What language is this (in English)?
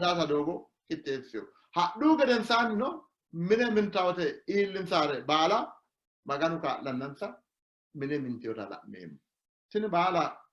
Sidamo